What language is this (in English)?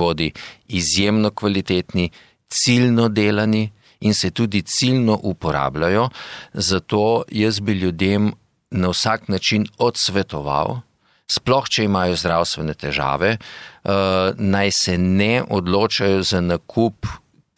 Slovenian